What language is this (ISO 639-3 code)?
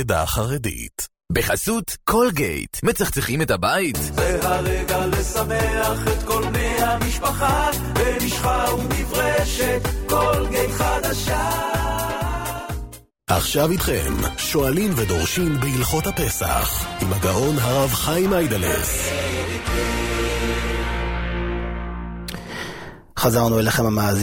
heb